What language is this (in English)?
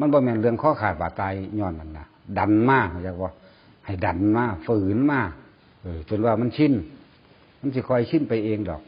Northeastern Thai